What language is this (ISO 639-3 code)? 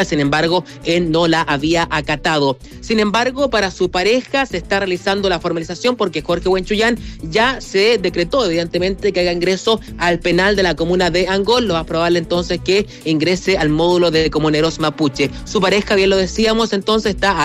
spa